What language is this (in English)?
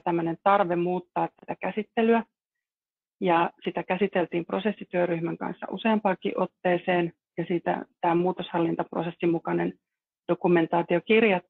Finnish